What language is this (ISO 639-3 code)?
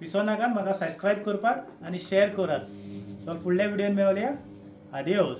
kok